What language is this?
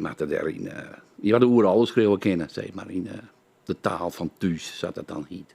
Western Frisian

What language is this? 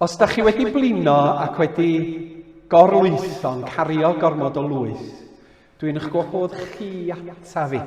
Welsh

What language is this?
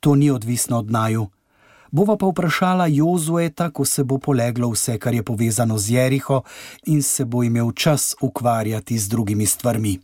Slovenian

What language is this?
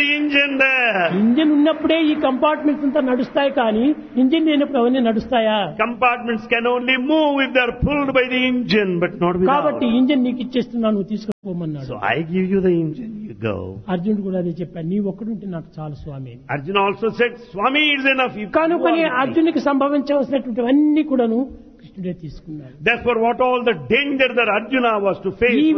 Telugu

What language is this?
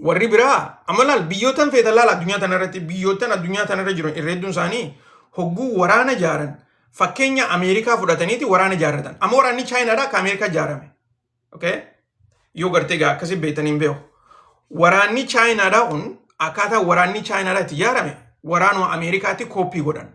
Oromo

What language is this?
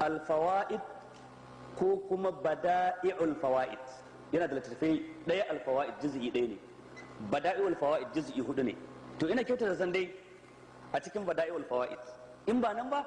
Hausa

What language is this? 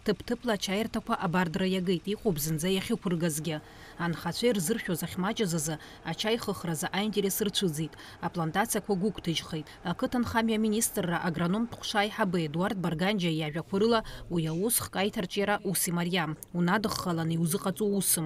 Abkhazian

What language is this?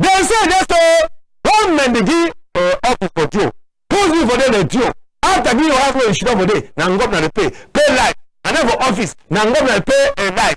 Cameroon Pidgin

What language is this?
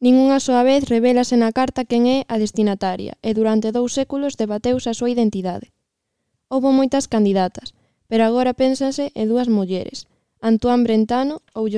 Galician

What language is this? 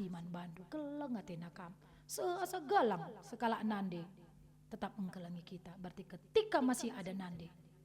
Batak Karo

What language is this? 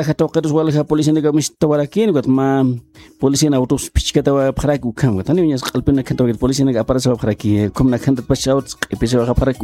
Aymara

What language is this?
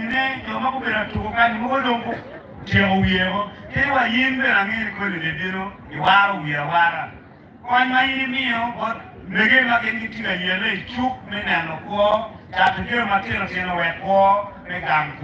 Acoli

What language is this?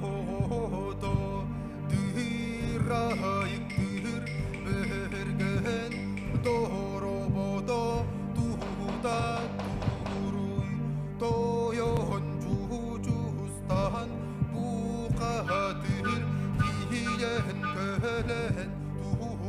Yakut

